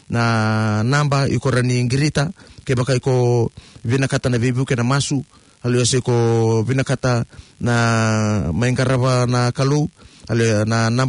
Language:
Fijian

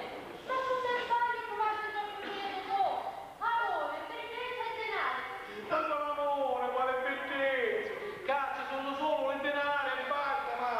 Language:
Sicilian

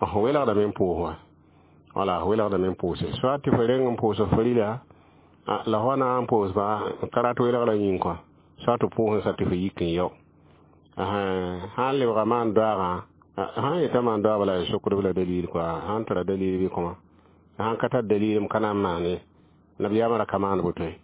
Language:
Mossi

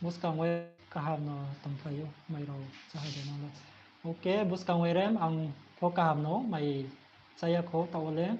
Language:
Riang (India)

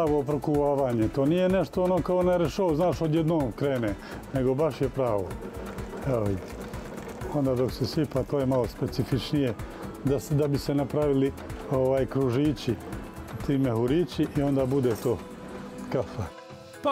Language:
Serbian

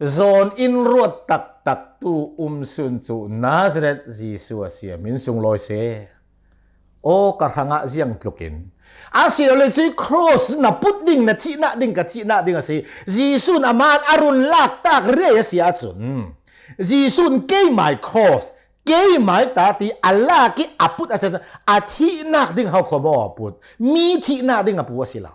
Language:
Hakha Chin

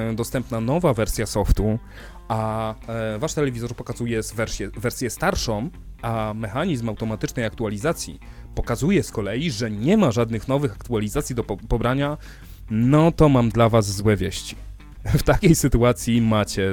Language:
Polish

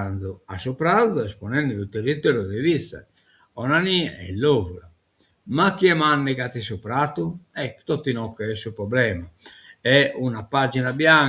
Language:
Sardinian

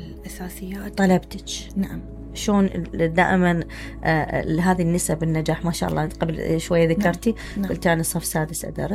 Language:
Mesopotamian Arabic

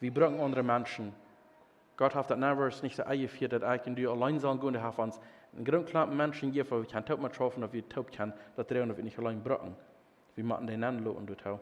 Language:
Plautdietsch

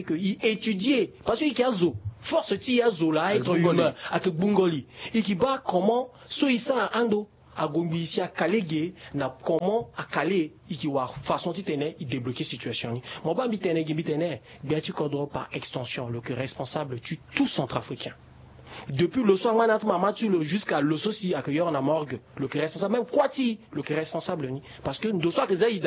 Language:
Sango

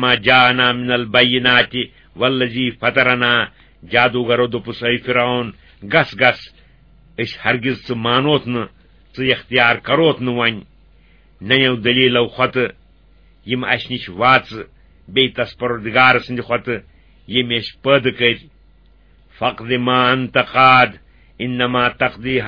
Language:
Kashmiri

